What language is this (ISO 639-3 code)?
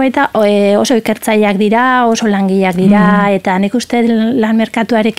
eus